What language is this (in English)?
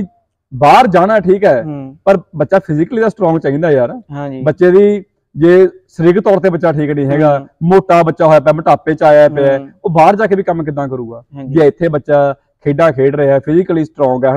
Punjabi